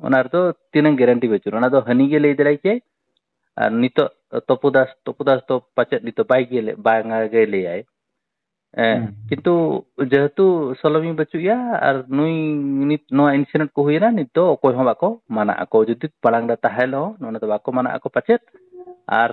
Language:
Santali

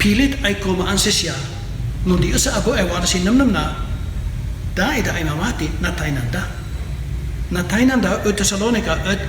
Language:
Kankanaey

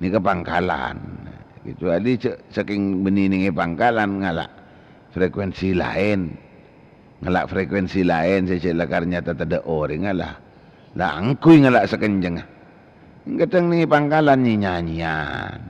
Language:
Madurese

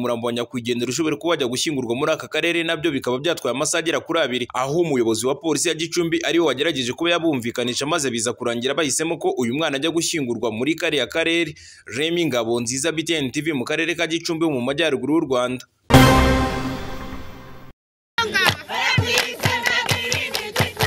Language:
Kinyarwanda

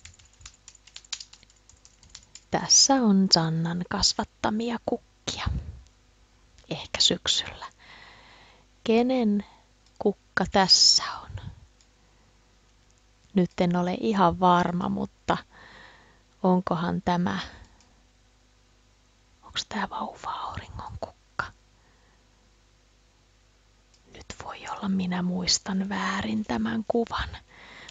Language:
Finnish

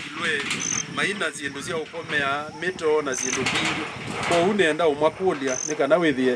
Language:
Kamba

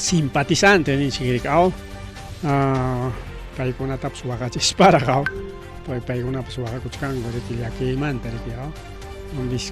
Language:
Ayacucho Quechua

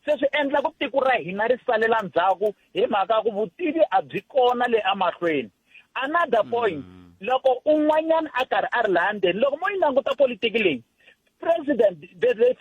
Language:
Tsonga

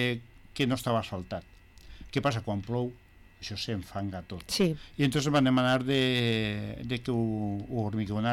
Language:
Catalan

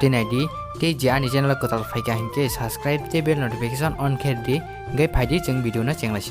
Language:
Kok Borok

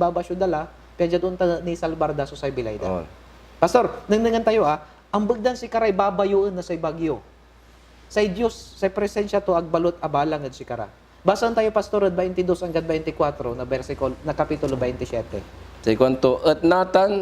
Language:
Pangasinan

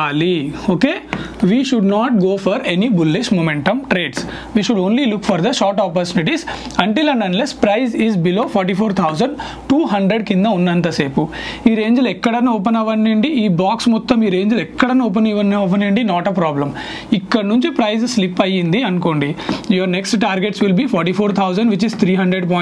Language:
Telugu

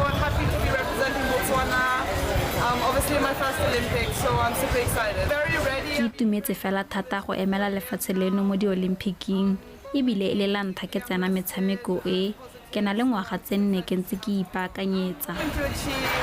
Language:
Tswana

